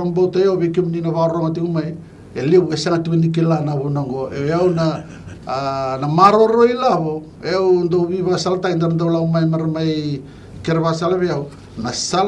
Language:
Fijian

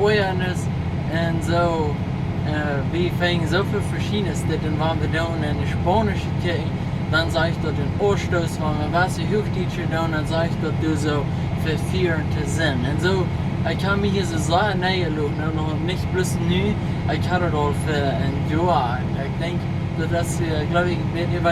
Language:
Plautdietsch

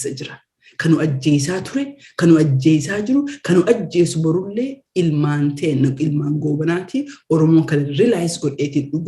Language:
Oromo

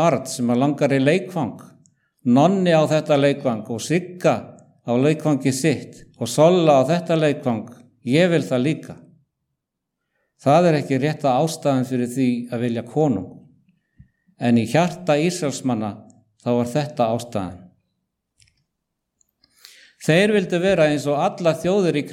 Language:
Icelandic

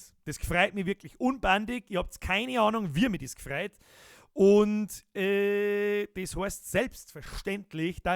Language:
Bavarian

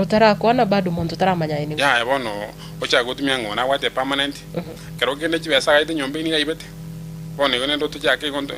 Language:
Gusii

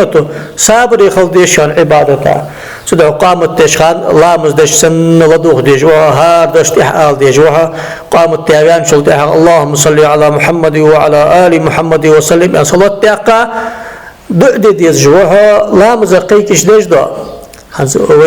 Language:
Ingush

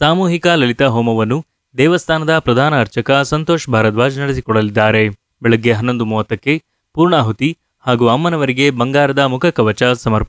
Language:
Kannada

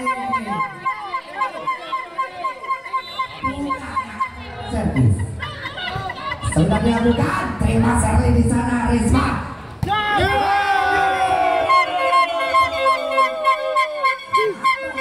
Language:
Indonesian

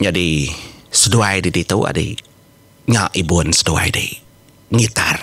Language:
Iban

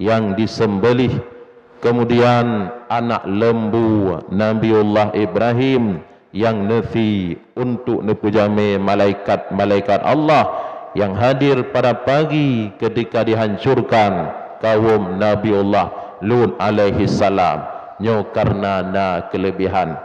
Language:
Achinese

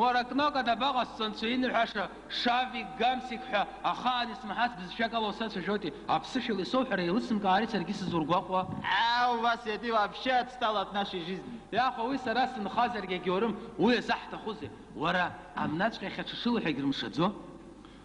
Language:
Abkhazian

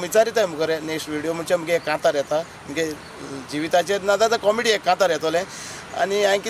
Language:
Konkani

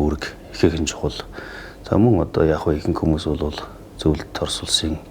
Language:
Mongolian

